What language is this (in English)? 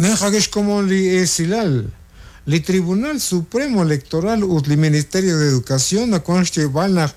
Kekchí